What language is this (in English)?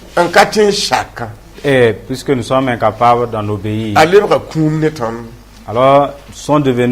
Mossi